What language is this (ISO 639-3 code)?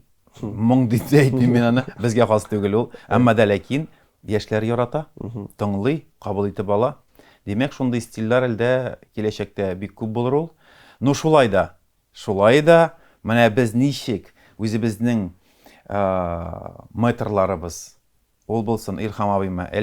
tat